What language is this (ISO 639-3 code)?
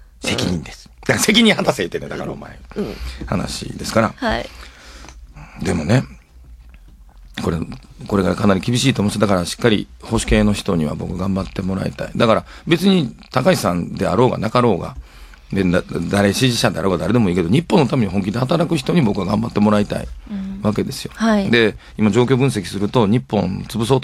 jpn